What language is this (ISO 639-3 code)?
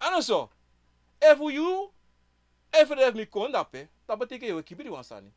srn